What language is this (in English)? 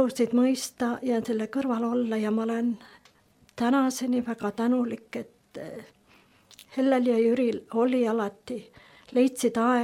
Estonian